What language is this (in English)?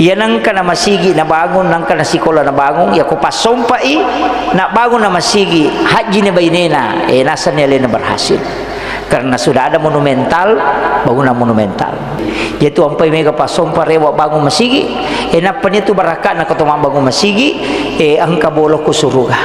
Buginese